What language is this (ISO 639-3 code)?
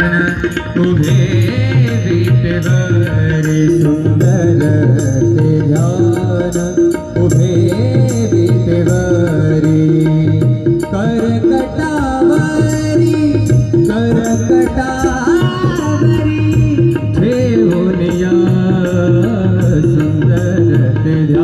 mar